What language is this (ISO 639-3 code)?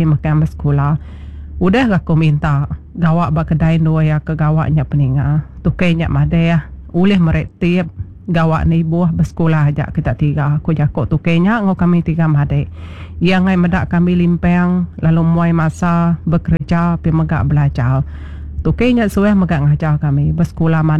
iba